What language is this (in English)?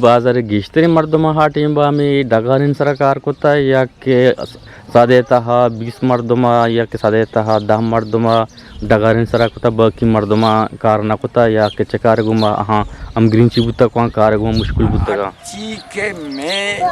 Eastern Balochi